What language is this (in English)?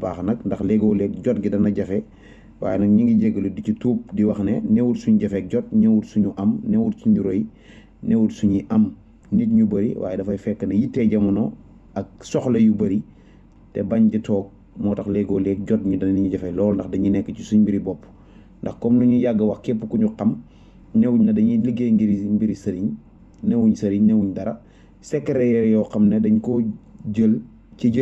Wolof